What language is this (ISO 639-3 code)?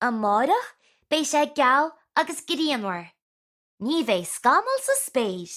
gle